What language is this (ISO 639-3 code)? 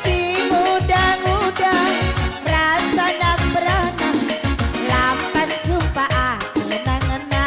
btx